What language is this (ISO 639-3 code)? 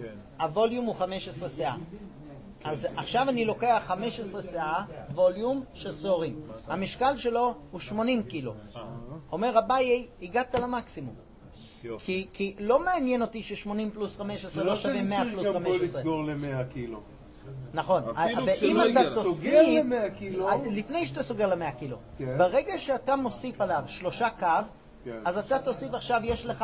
heb